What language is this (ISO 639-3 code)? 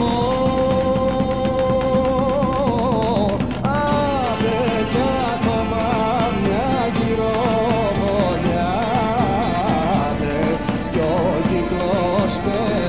ell